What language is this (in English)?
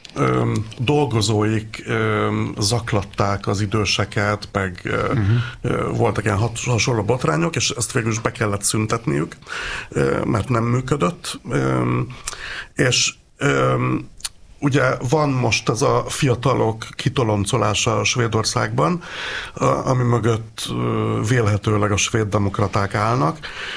Hungarian